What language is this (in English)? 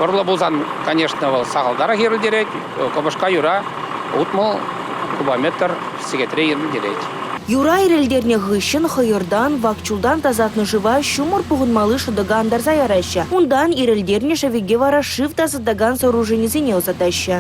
Chuvash